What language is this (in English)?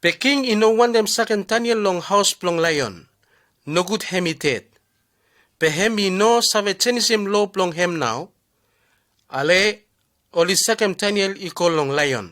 Bislama